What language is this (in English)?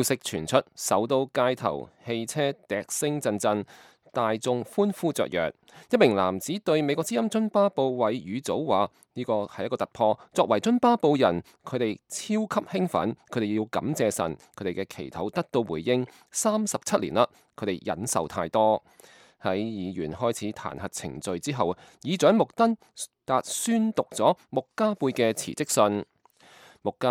Cantonese